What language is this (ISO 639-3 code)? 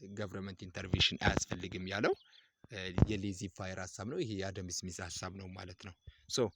amh